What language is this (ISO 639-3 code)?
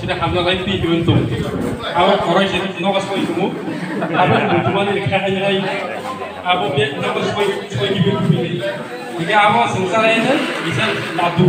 trp